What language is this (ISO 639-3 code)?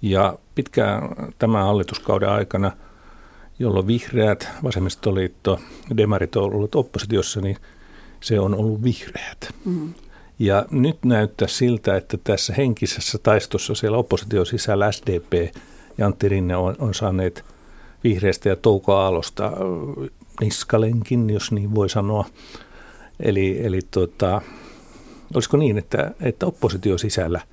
fin